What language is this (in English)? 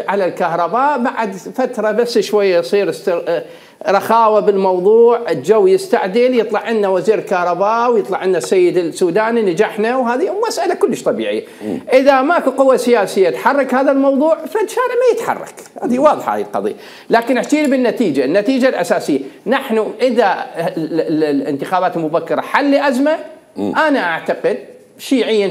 Mesopotamian Arabic